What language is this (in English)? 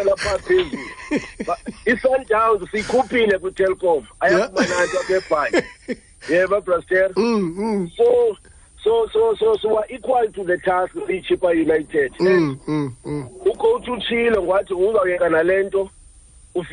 Xhosa